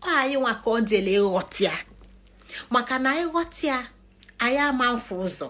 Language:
Igbo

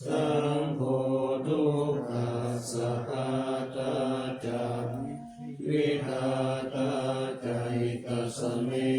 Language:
Pali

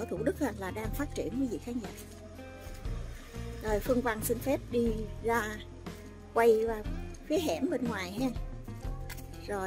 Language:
Vietnamese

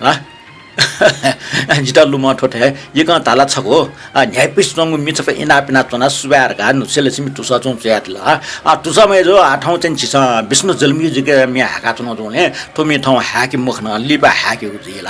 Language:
Newari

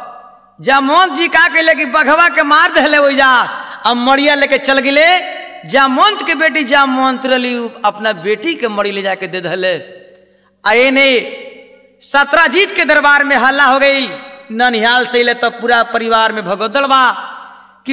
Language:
Bhojpuri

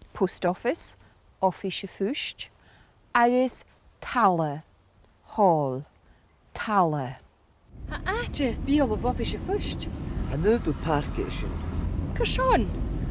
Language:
Scottish Gaelic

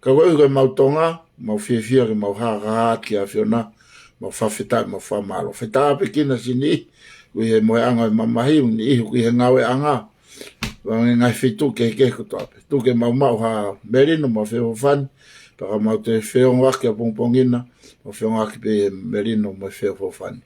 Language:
Tongan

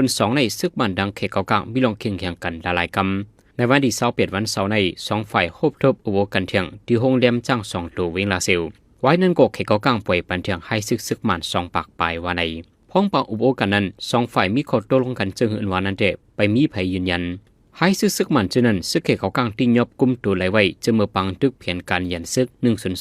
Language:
Shan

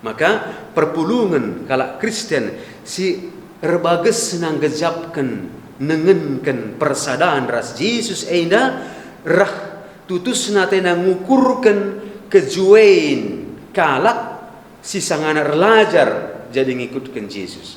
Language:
Batak Karo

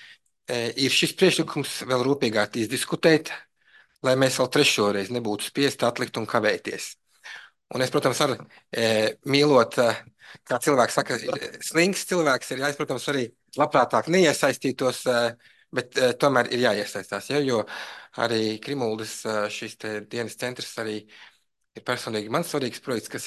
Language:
Latvian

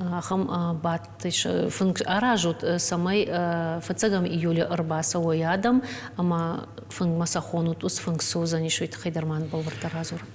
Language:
Ossetic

